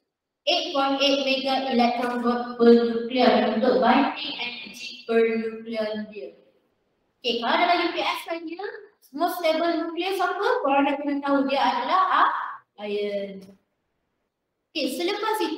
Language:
Malay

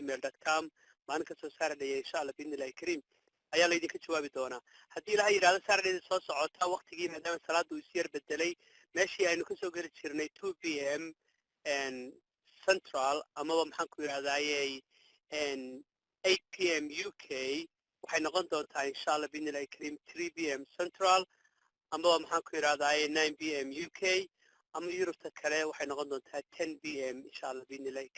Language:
Somali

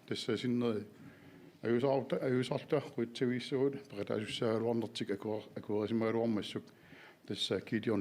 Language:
Kalaallisut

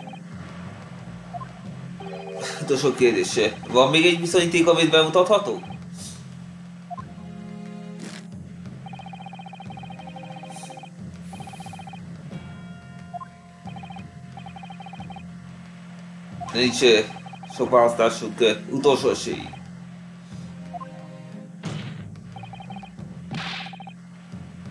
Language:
Hungarian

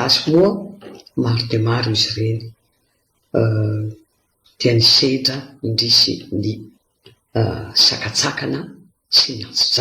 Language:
Malagasy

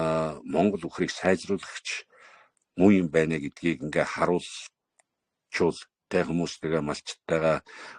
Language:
Mongolian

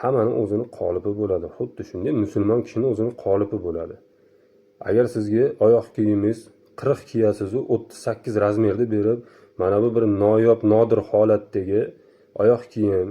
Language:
Uzbek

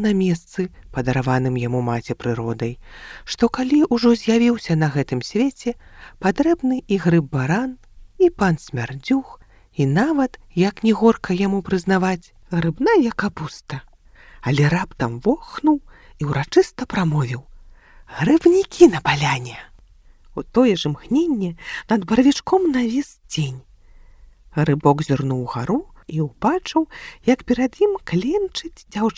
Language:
Belarusian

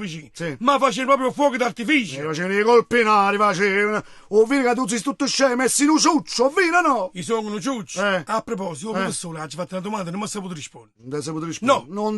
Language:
Neapolitan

